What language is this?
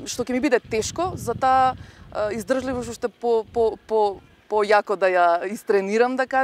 Macedonian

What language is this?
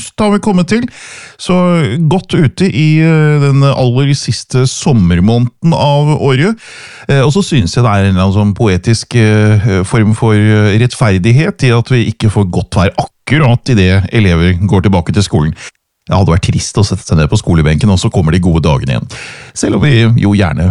Norwegian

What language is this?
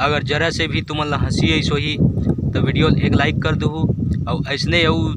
Chhattisgarhi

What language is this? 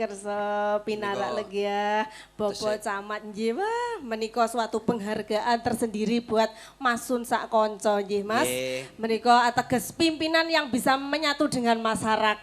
Javanese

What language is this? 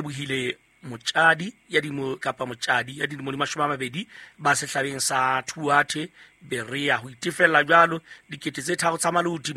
Southern Sotho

